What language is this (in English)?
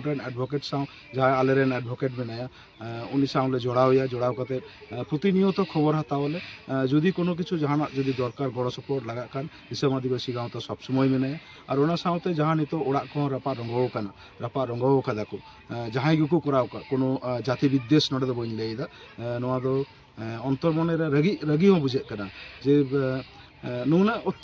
Santali